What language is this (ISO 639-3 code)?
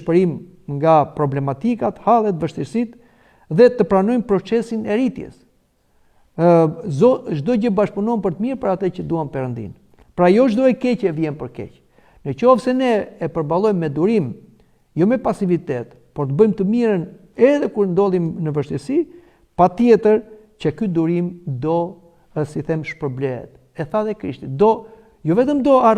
sqi